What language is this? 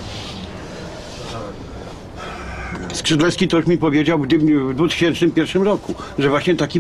Polish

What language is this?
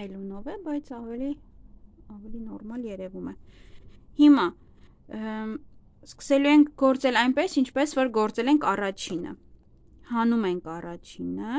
Armenian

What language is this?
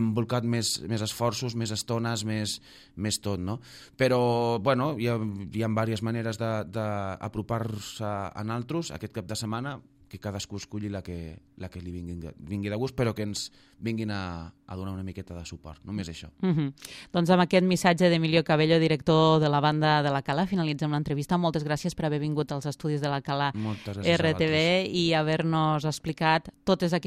Catalan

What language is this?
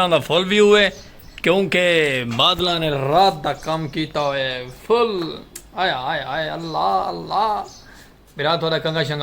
Saraiki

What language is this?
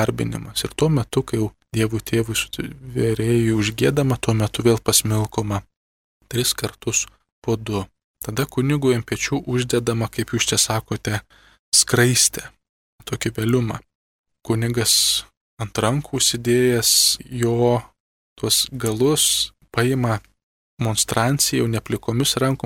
Lithuanian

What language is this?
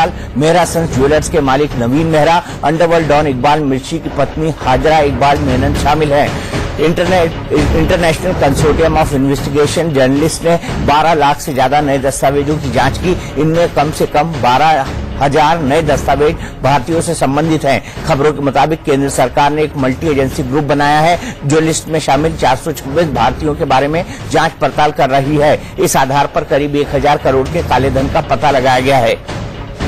Hindi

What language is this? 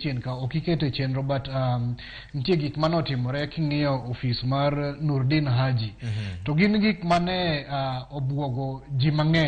Luo (Kenya and Tanzania)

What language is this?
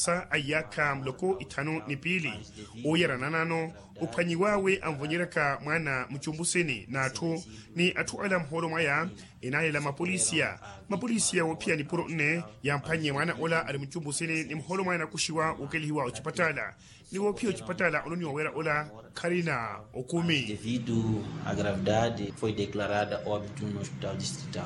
Makhuwa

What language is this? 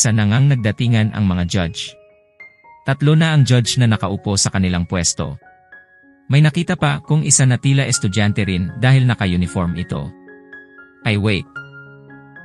Filipino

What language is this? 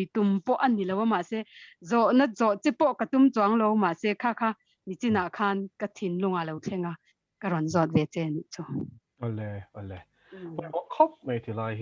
Mizo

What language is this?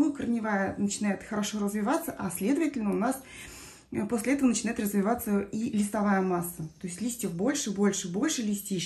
Russian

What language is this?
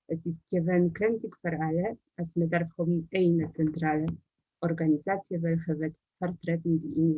Yiddish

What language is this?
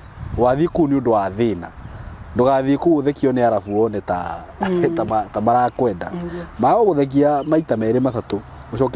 Kikuyu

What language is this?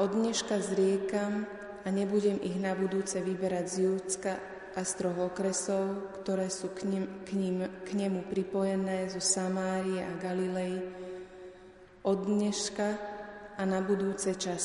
Slovak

